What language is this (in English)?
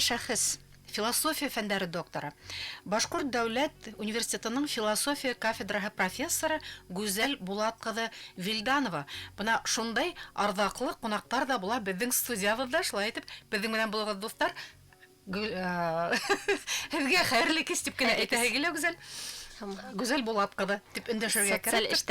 Bashkir